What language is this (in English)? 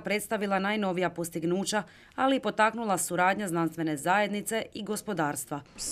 Croatian